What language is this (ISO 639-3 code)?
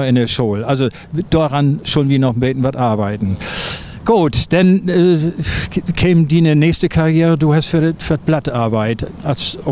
nds